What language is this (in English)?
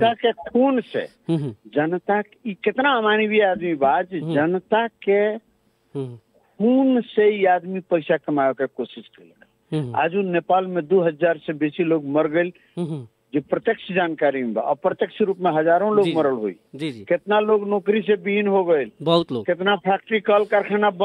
Bhojpuri